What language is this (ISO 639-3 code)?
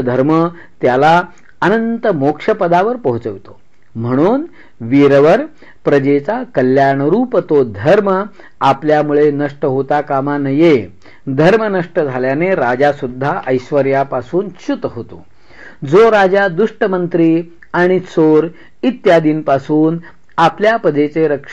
mar